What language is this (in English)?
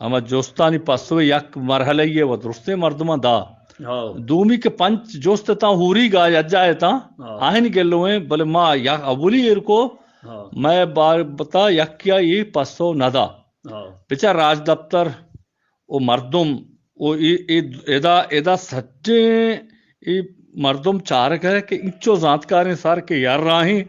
Eastern Balochi